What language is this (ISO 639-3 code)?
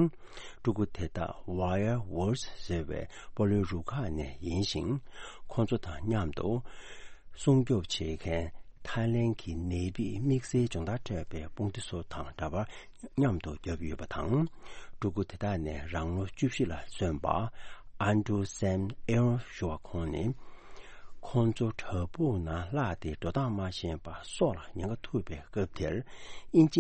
bod